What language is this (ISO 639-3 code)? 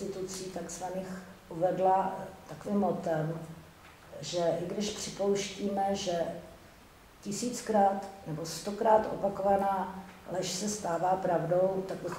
ces